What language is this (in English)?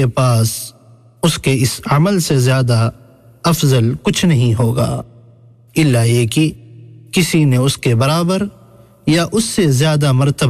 Urdu